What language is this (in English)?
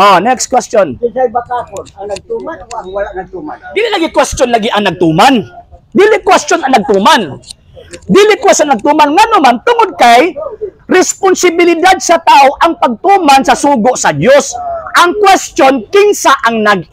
Cebuano